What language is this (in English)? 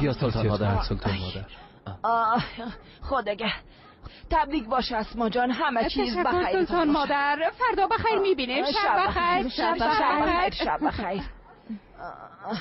Persian